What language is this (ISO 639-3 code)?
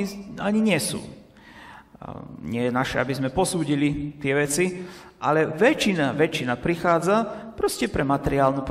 slk